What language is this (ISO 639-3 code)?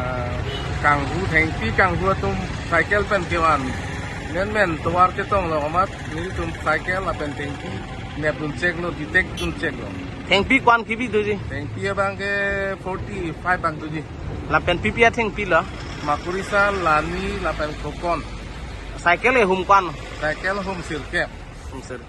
mjw